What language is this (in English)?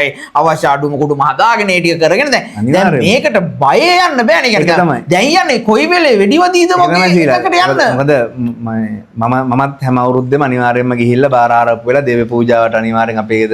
Sinhala